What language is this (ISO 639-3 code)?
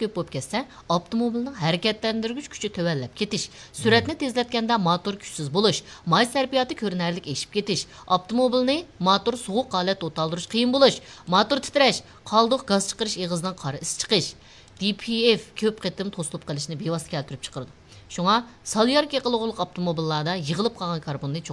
uig